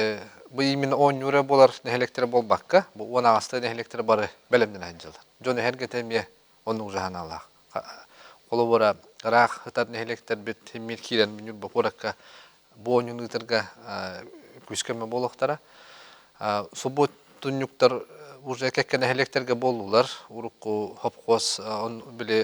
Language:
Yakut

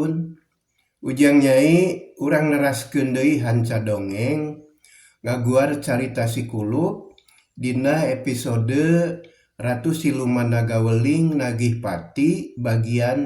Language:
Sundanese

